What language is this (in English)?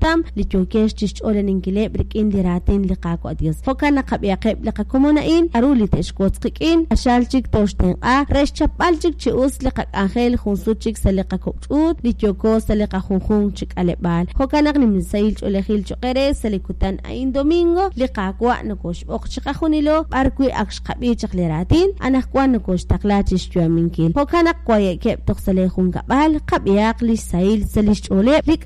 Kekchí